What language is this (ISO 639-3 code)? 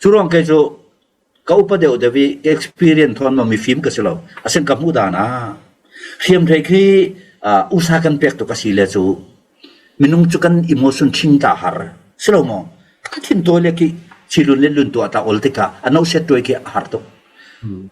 cfm